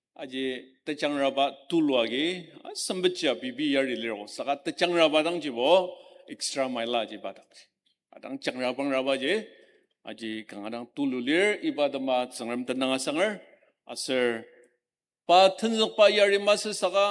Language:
Ao Naga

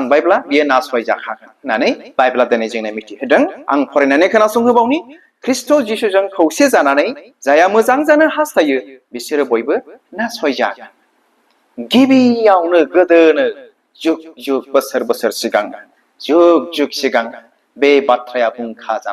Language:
Bodo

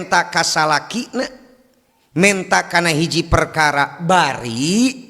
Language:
Sundanese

